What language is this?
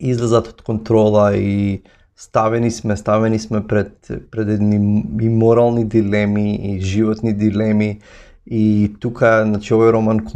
Macedonian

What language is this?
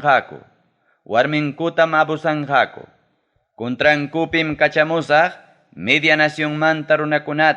Ayacucho Quechua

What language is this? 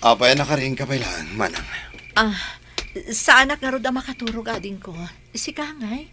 Iloko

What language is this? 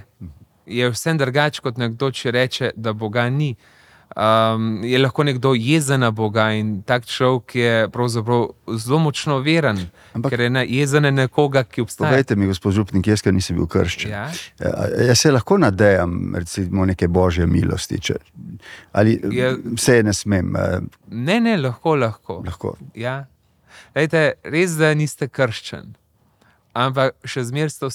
Slovenian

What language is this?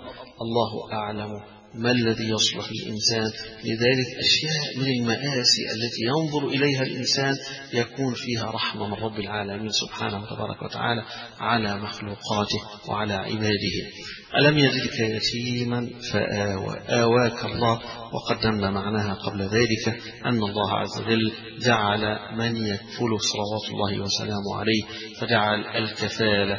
Arabic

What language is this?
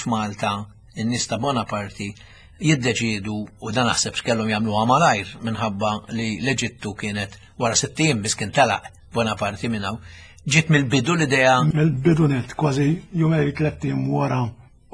Maltese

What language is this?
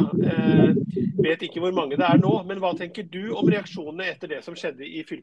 Norwegian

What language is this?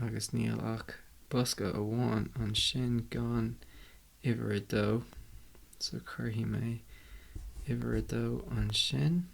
Irish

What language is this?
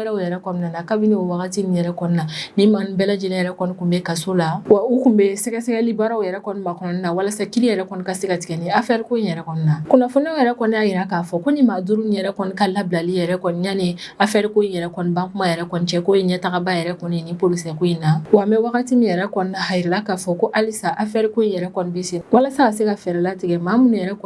Bambara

